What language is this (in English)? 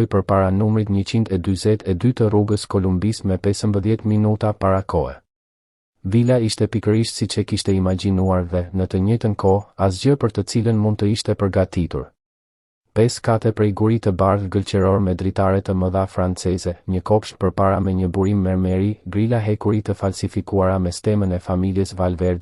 Albanian